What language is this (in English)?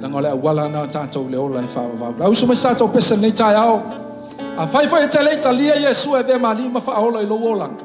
Samoan